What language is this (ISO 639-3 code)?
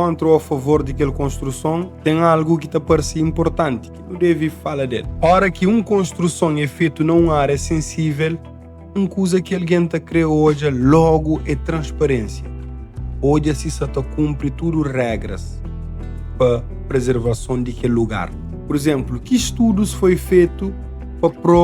kea